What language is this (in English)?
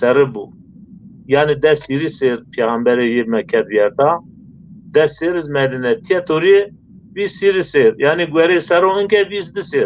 Zaza